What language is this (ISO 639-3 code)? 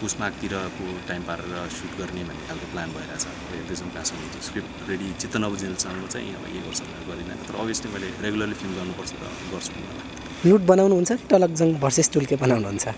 nep